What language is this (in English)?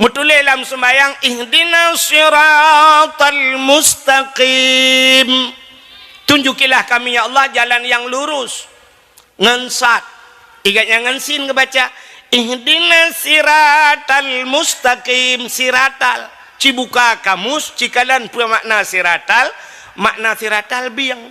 Achinese